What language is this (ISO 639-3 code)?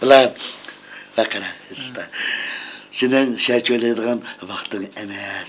uig